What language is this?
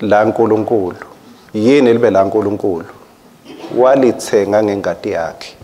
Swati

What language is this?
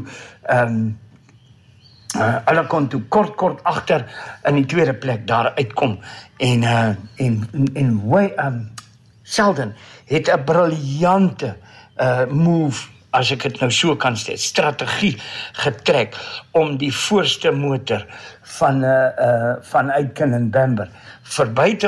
Afrikaans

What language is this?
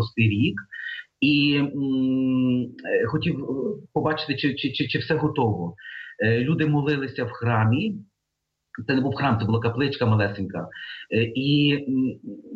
Ukrainian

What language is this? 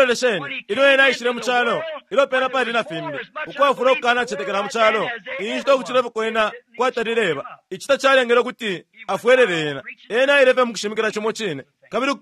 Bemba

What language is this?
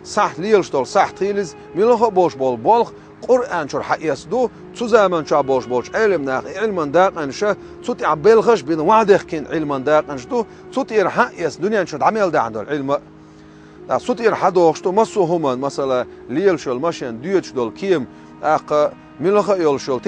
Chechen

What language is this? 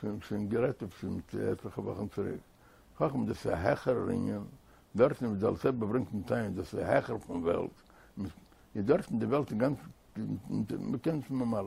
Yiddish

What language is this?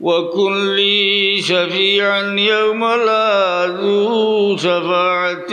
Sylheti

